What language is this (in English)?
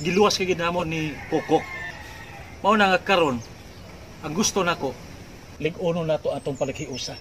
Cebuano